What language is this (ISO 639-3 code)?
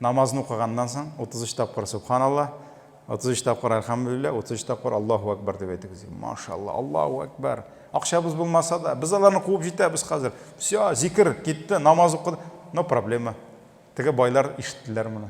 tat